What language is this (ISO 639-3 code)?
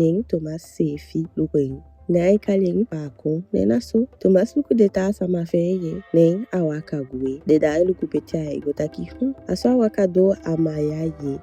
djk